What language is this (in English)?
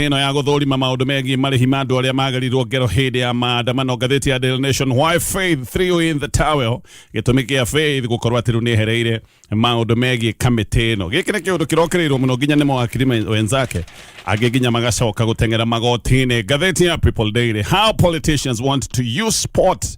Kikuyu